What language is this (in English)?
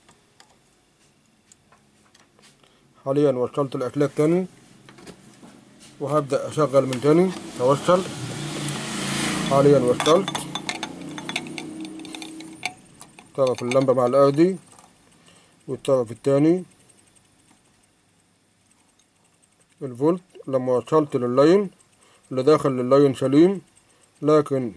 Egyptian Arabic